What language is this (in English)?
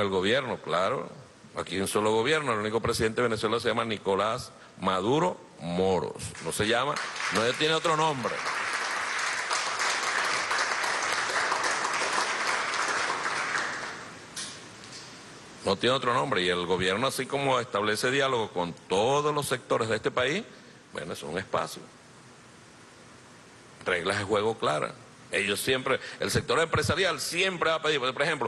Spanish